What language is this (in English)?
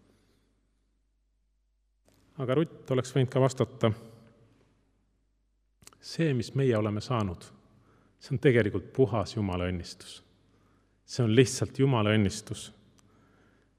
Estonian